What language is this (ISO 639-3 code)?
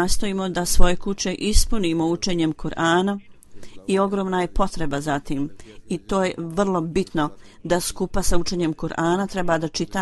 bos